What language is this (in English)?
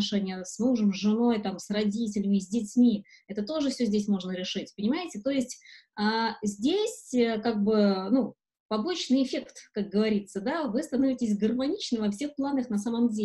Russian